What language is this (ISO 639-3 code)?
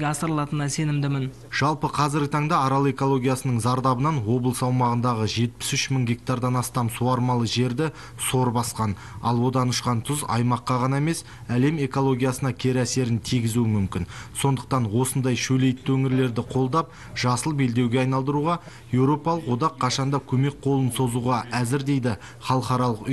kaz